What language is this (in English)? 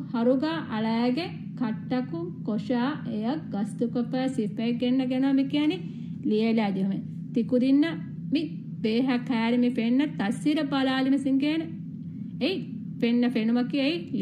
Divehi